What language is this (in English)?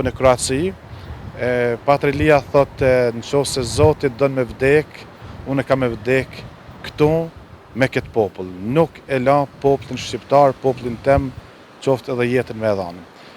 Albanian